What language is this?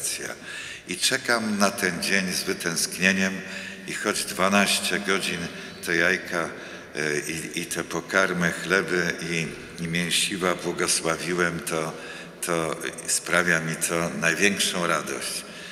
Polish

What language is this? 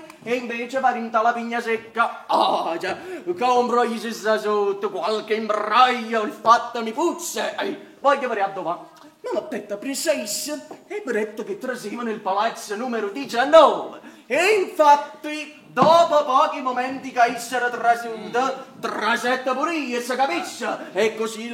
Neapolitan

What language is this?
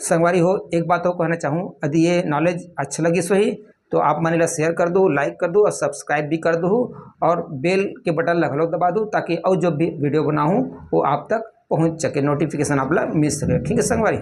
Chhattisgarhi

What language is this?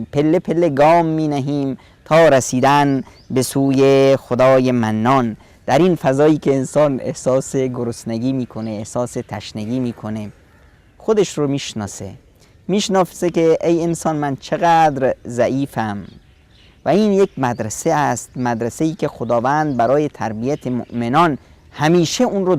Persian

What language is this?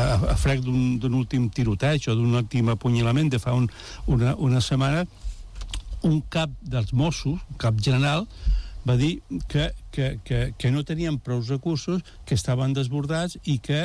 Catalan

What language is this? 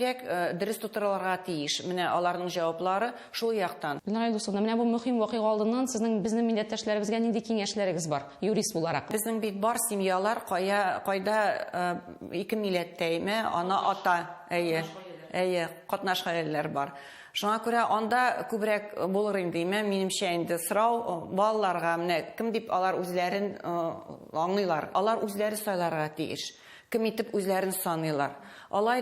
Tatar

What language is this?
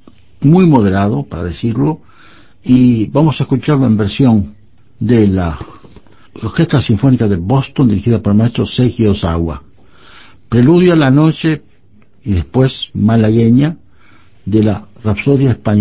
Spanish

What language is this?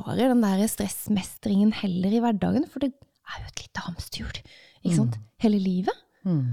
Norwegian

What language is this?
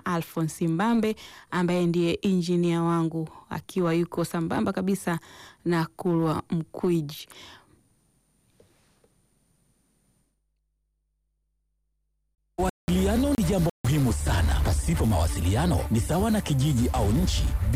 Swahili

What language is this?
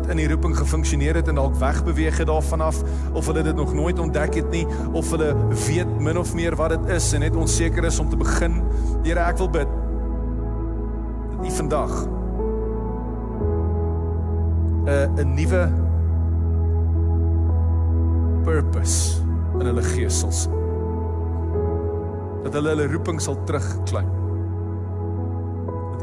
Afrikaans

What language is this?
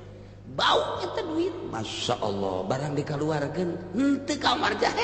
Sundanese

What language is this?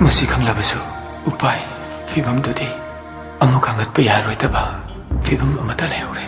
Manipuri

